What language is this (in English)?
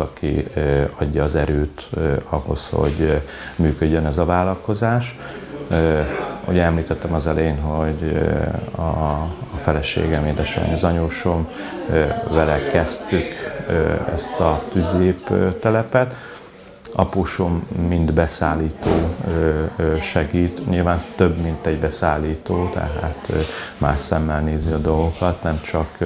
Hungarian